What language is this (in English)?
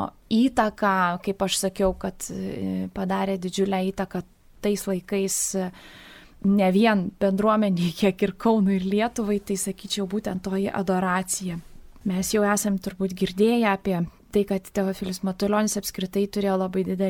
Lithuanian